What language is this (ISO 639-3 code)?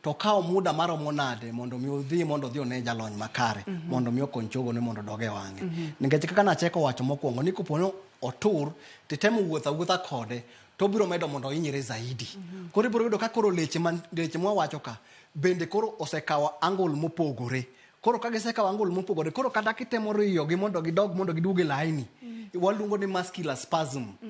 luo